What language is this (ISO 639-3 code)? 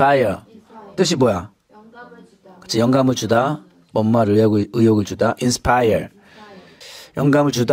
kor